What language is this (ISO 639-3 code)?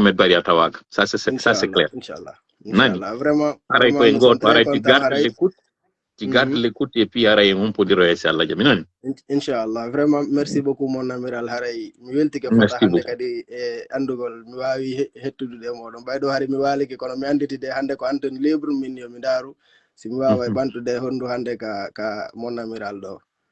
ful